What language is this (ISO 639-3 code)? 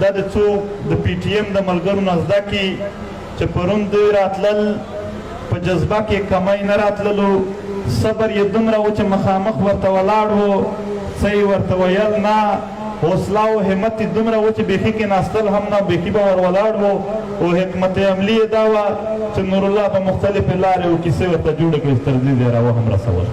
pus